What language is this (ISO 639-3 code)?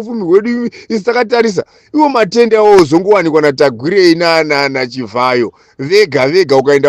sna